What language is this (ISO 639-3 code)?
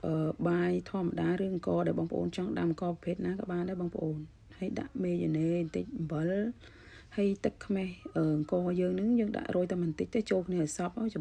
khm